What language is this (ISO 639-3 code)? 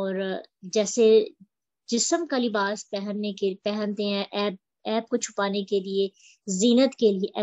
urd